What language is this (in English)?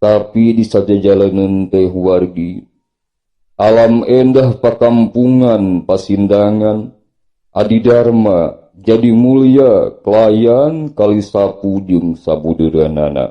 Sundanese